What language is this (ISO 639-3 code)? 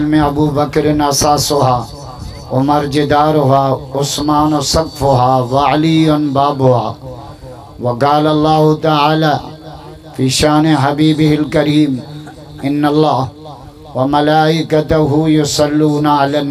snd